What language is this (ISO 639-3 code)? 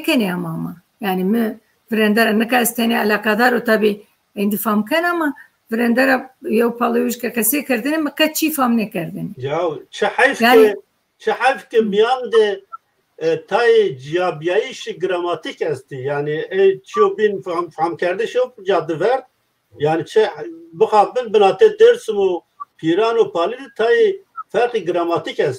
zza